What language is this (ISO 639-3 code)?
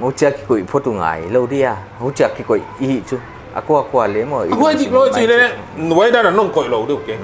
pck